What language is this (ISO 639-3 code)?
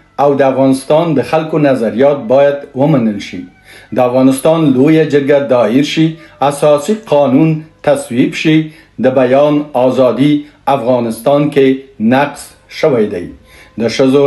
pus